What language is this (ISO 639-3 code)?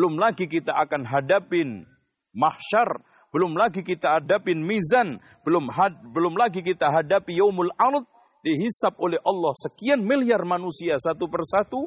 ind